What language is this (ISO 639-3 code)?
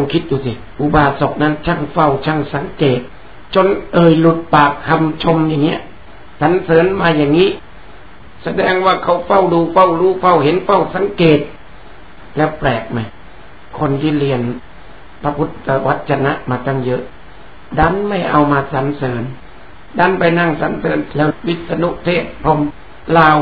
tha